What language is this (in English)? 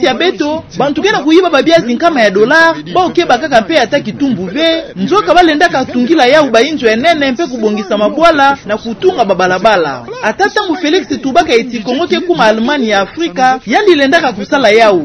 Kituba (Democratic Republic of Congo)